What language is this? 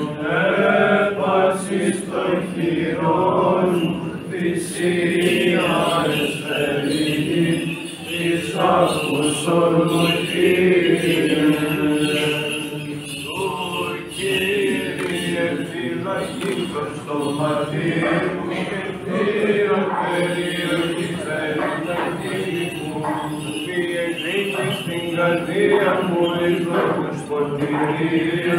Greek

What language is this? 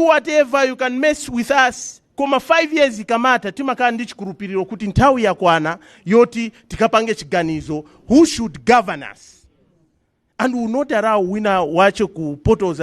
Nyanja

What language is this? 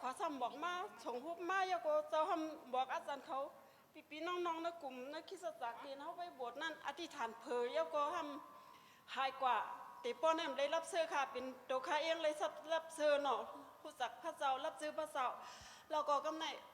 Shan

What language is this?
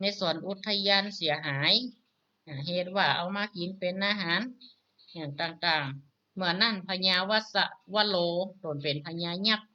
Northern Thai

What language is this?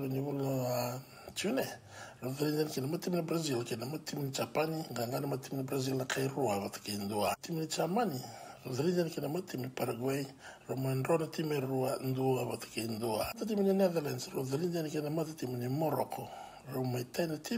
Fijian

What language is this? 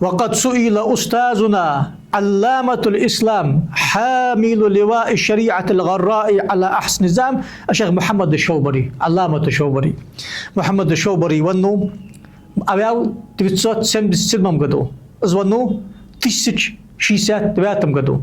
Ingush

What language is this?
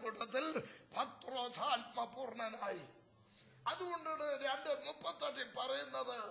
Malayalam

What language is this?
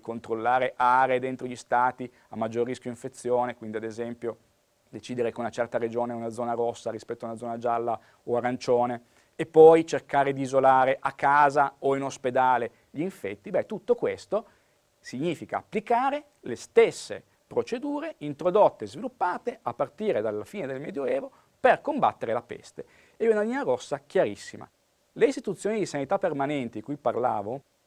Italian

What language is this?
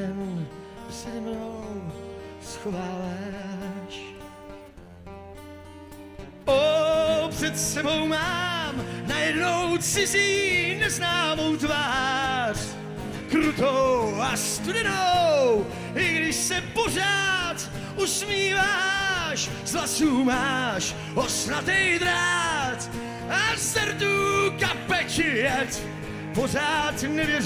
Czech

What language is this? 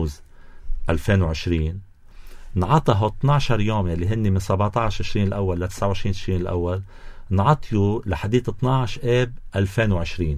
North Levantine Arabic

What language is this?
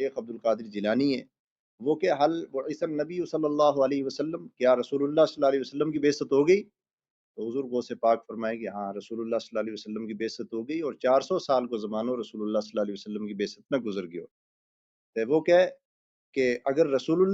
Gujari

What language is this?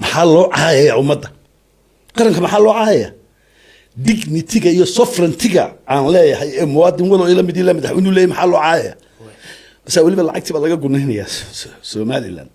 Somali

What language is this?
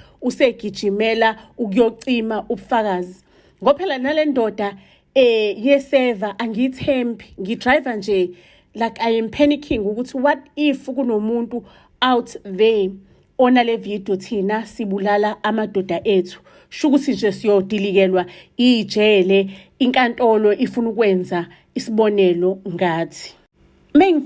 Zulu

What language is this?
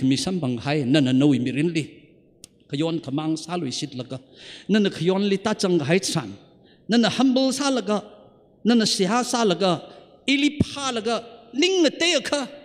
Tangkhul Naga (India)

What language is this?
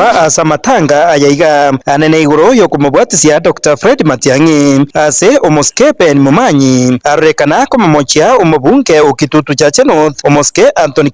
Gusii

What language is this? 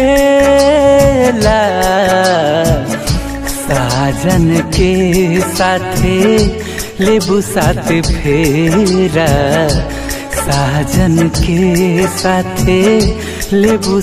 Bhojpuri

